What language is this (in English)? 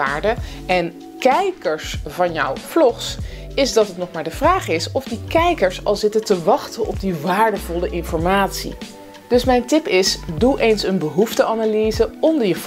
Dutch